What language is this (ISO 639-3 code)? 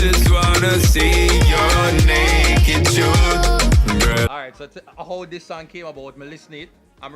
jam